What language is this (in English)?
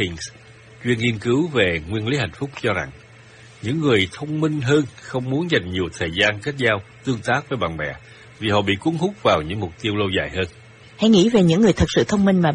Vietnamese